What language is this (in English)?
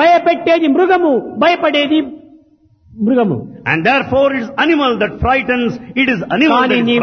Telugu